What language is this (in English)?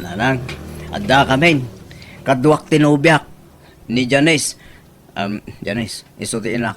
Iloko